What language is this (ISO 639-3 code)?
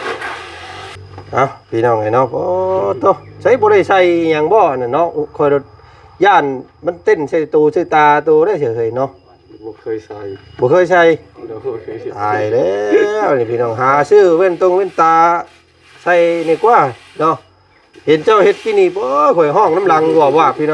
lao